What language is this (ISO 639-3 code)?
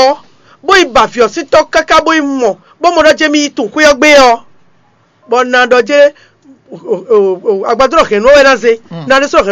fon